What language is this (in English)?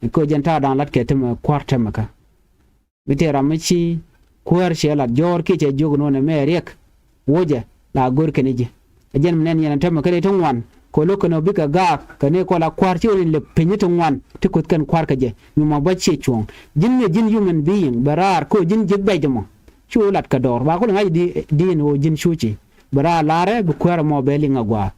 Nuer